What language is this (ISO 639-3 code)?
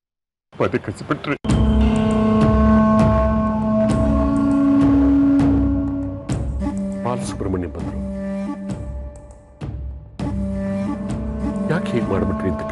kan